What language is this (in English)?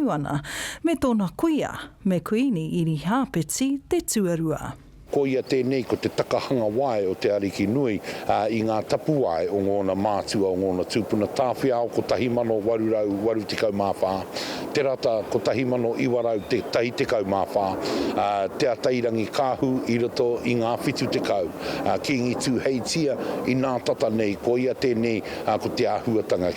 Māori